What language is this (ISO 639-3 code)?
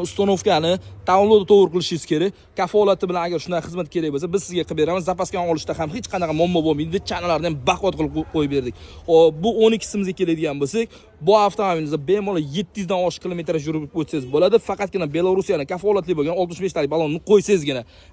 uzb